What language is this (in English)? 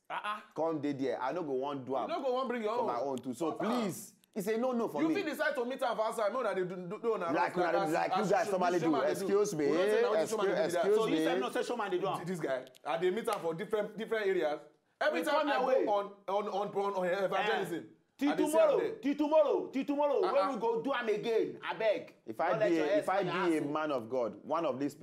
Nigerian Pidgin